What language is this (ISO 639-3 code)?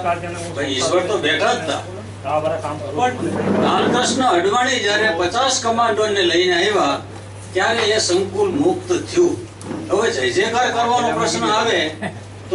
guj